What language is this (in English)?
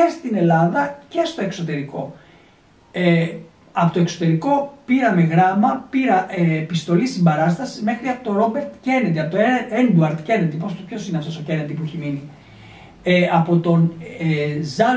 Greek